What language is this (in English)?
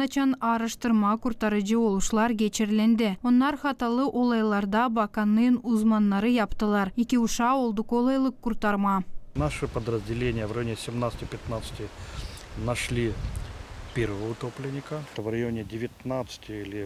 Gagauz